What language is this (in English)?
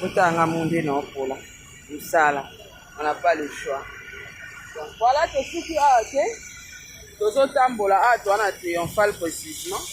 Lingala